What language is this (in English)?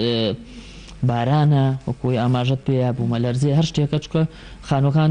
Central Kurdish